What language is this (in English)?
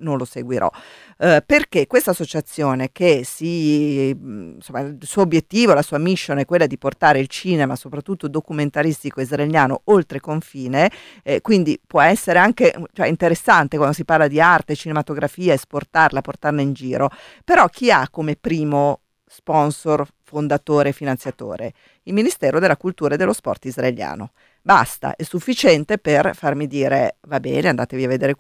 Italian